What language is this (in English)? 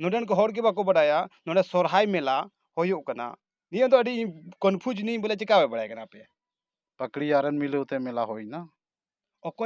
Santali